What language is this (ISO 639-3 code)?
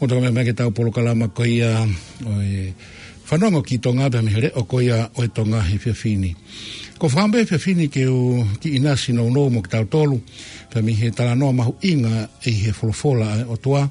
ton